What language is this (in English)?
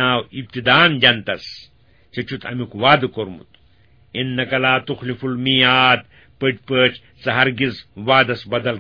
Kashmiri